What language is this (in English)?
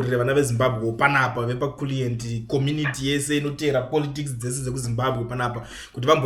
Shona